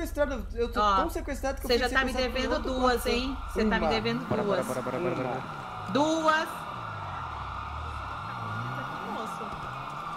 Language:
Portuguese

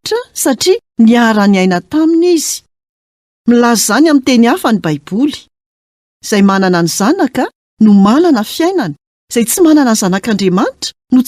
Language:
Malagasy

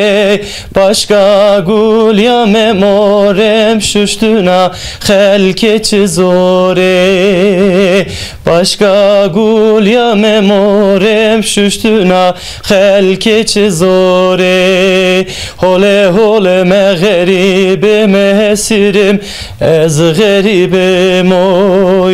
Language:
Zaza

